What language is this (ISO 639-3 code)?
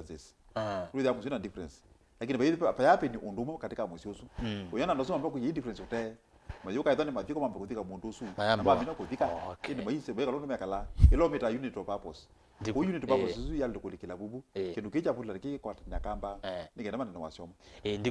kam